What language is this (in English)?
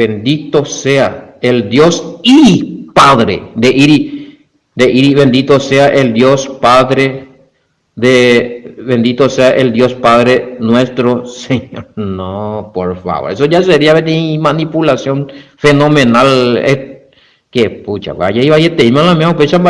Guarani